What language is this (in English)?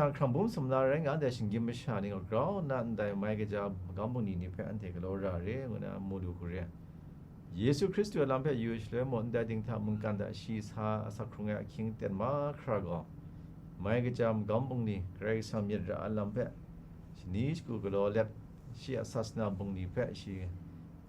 Kachin